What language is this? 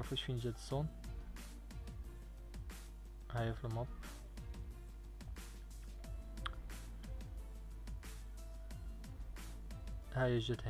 Moroccan Arabic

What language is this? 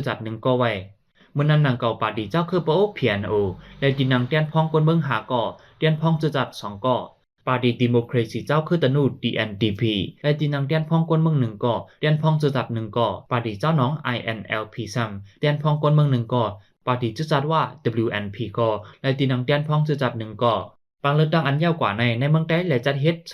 Shan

